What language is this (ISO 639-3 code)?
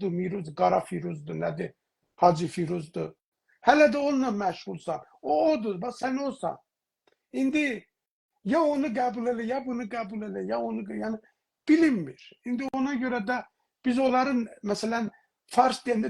azb